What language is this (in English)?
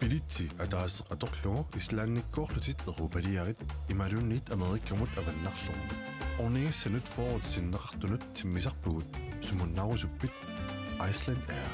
Kalaallisut